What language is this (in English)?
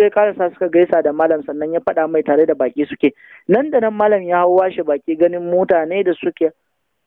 Hausa